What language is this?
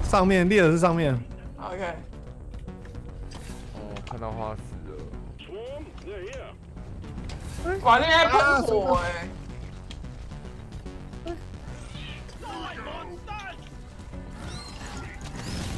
Chinese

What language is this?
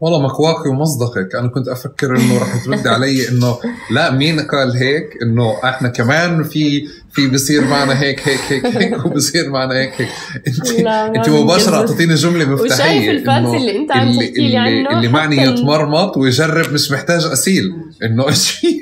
North Levantine Arabic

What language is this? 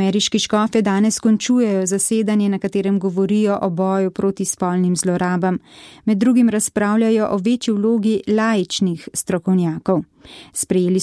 Slovenian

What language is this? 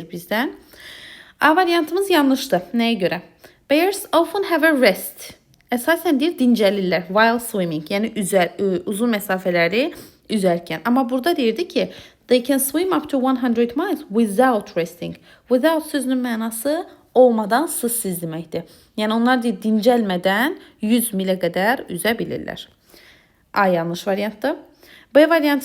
Azerbaijani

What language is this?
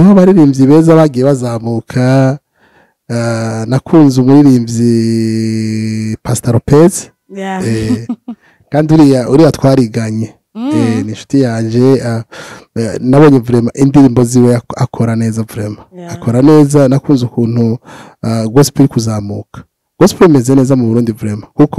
Rundi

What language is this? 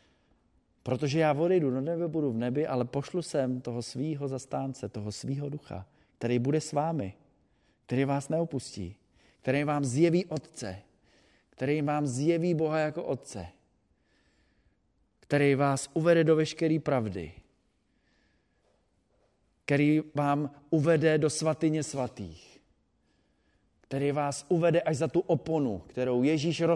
Czech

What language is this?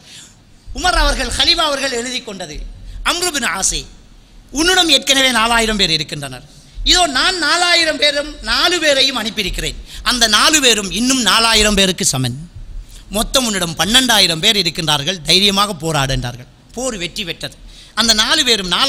Tamil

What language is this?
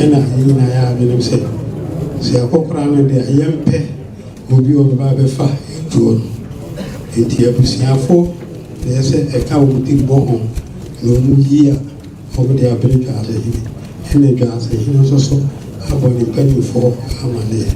Akan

